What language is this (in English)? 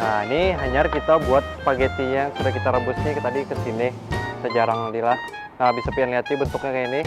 Banjar